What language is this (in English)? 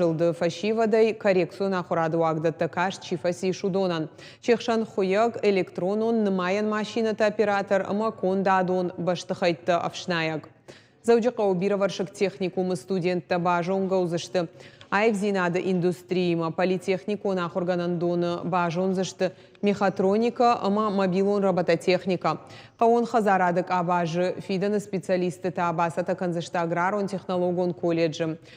Ossetic